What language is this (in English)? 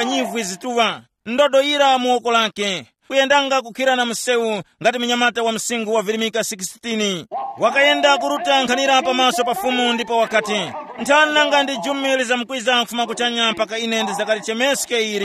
Tumbuka